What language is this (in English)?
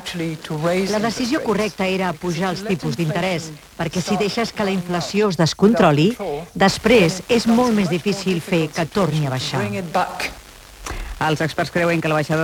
Catalan